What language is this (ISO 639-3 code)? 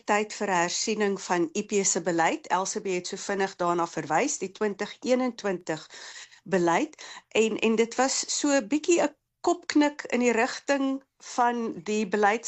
afr